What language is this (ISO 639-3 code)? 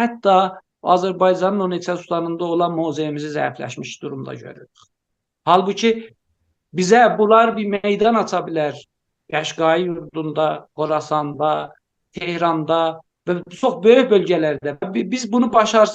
azb